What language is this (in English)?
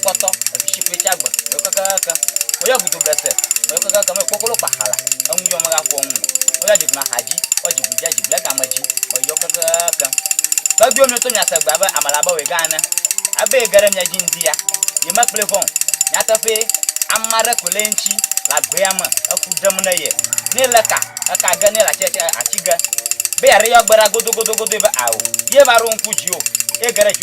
Ewe